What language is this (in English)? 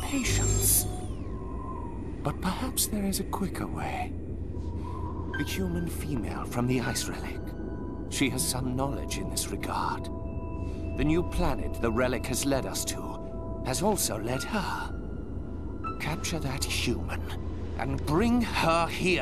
English